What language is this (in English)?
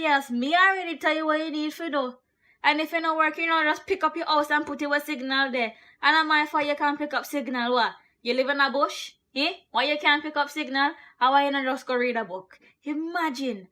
Jamaican Creole English